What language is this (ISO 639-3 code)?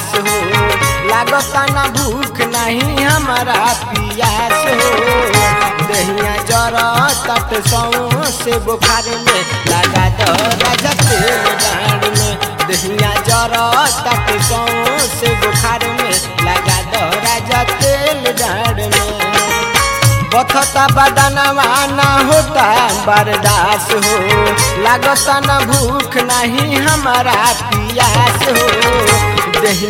bho